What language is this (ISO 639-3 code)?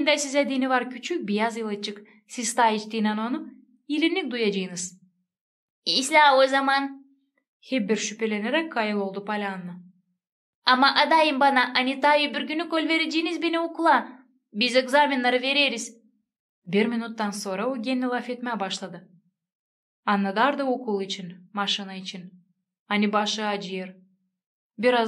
gag